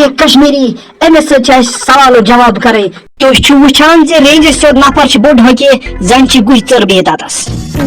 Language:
Kashmiri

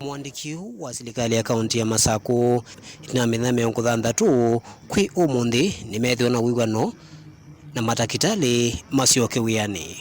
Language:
Kamba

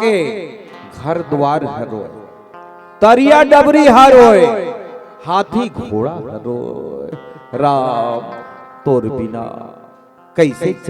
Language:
Chhattisgarhi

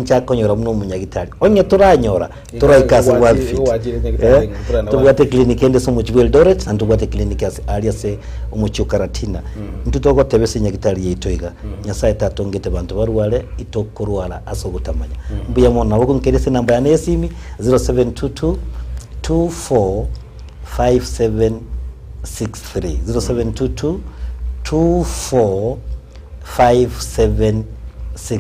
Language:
Gusii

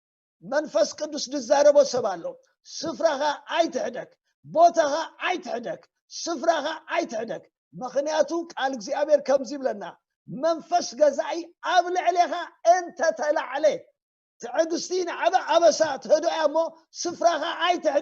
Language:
Tigrinya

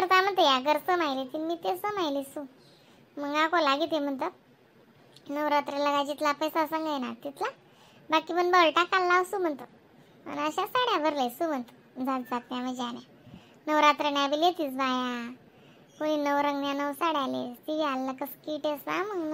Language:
Khandesi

